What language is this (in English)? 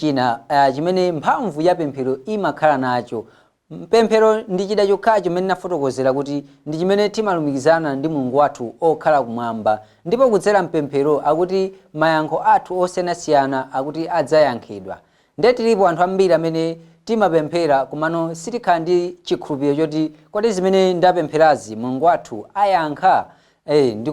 Nyanja